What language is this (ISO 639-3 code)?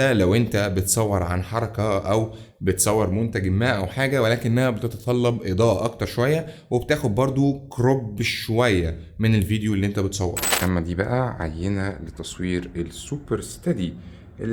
arz